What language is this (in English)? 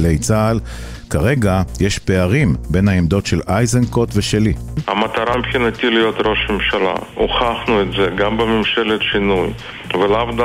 Hebrew